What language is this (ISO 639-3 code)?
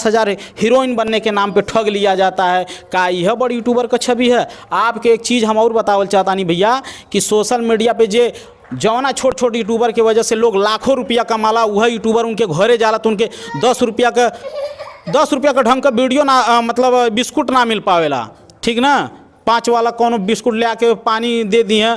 bho